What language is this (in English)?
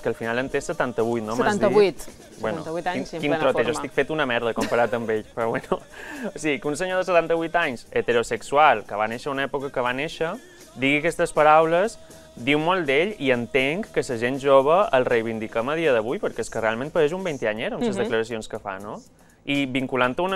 Catalan